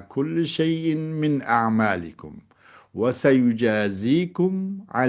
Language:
Uyghur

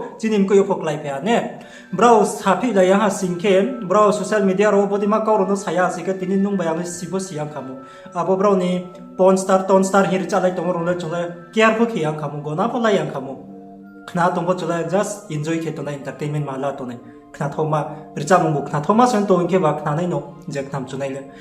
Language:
Riang (India)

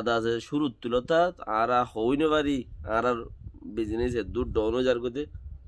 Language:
Rohingya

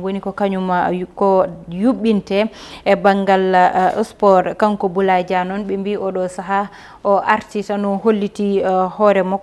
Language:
Fula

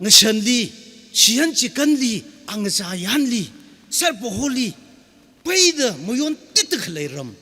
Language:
Tangkhul Naga (India)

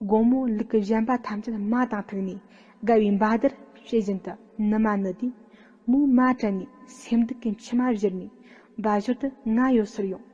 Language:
Tibetan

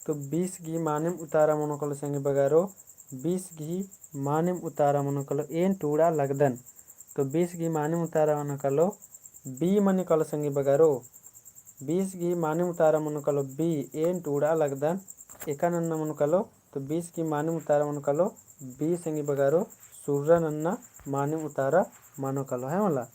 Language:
Kurukh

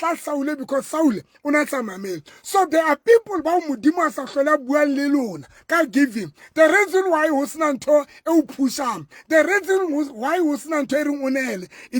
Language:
Southern Sotho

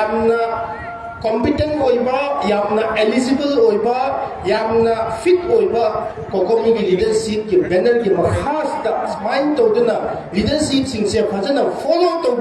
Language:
Manipuri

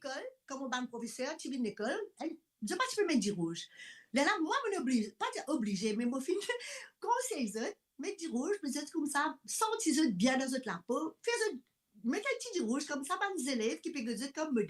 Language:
Morisyen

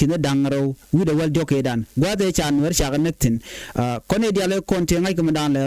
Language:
Nuer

